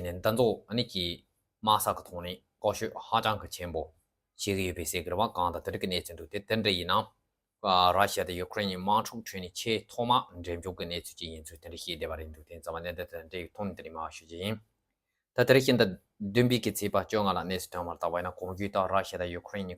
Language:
Tibetan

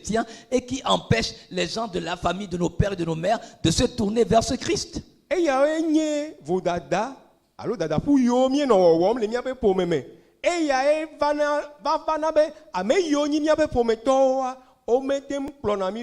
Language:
Ewe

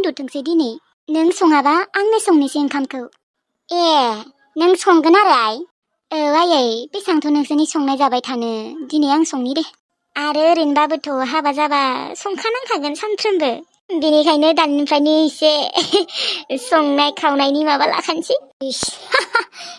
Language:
Bodo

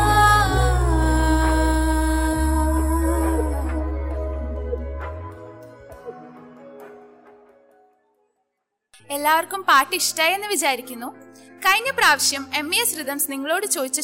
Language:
Malayalam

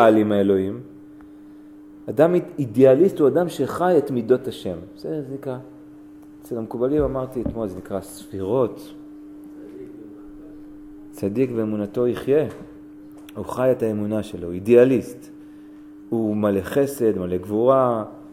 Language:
Hebrew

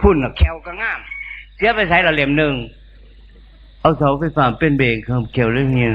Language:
Northeastern Thai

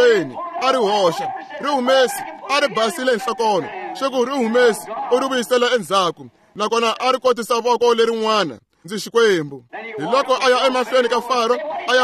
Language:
Tsonga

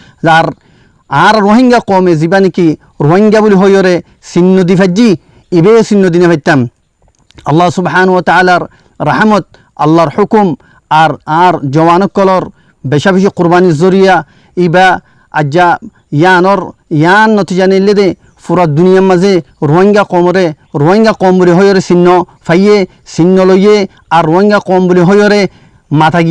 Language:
Rohingya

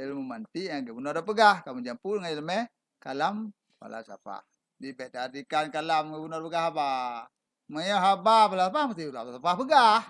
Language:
Achinese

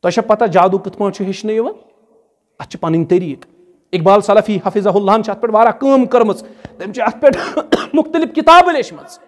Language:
Kashmiri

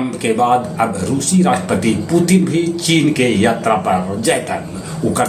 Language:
Magahi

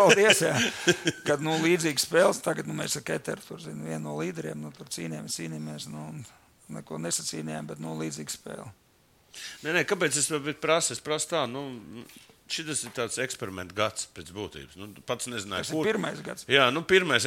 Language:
Latvian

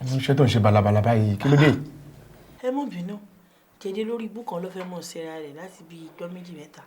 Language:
Yoruba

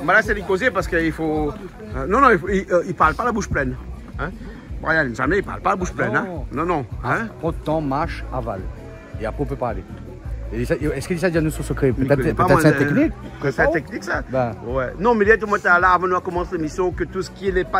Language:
Réunion Creole French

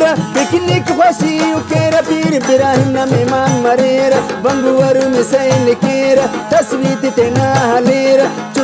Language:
Brahui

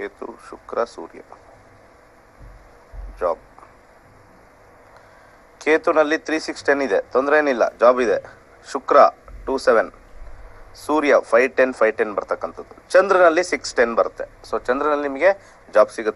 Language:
Kannada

